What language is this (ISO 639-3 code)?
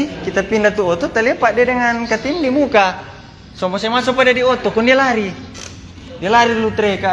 xmm